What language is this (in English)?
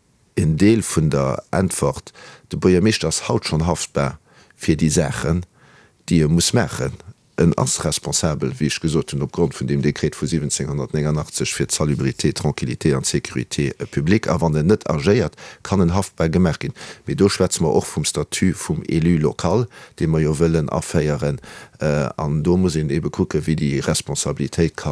Luxembourgish